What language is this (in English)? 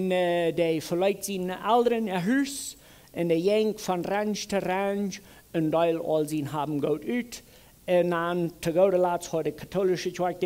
Plautdietsch